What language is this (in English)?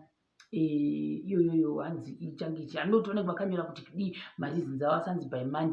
Shona